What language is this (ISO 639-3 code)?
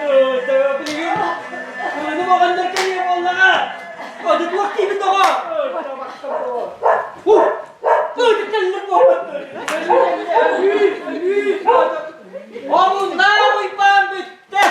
sah